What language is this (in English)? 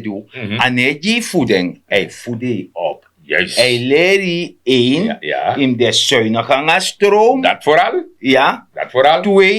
Sranan Tongo